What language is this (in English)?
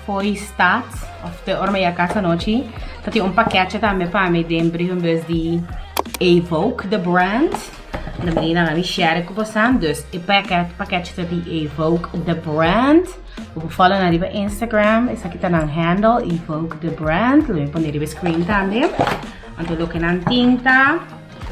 Papiamento